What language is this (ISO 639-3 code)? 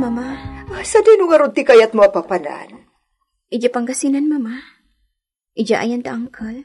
ilo